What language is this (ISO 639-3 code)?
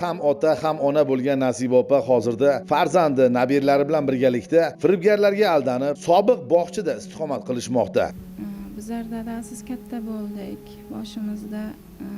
uzb